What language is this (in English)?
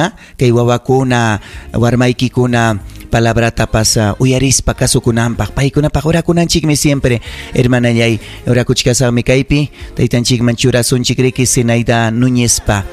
Ayacucho Quechua